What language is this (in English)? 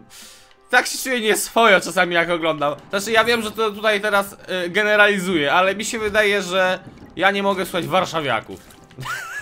Polish